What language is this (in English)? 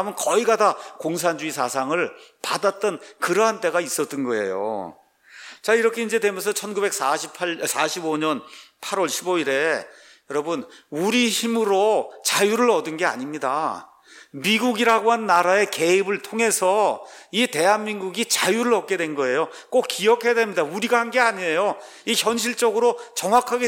Korean